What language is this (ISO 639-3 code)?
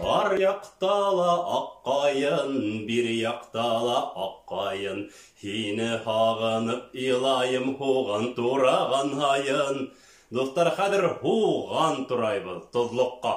bak